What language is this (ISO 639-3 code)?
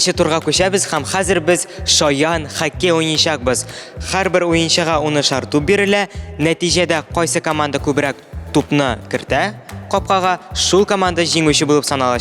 tat